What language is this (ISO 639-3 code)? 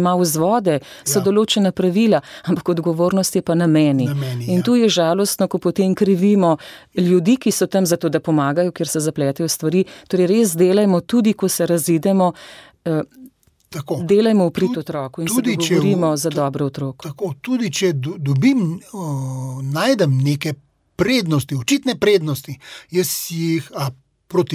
slv